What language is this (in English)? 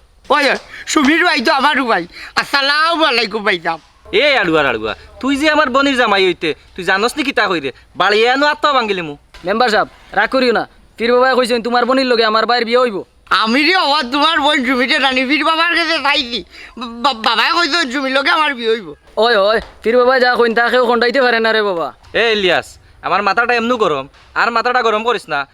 Sylheti